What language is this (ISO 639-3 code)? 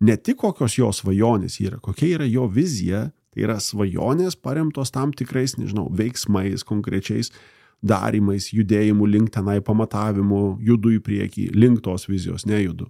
lit